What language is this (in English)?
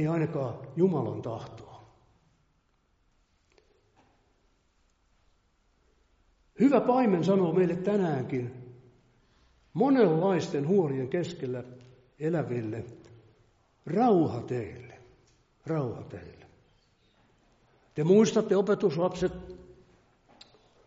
Finnish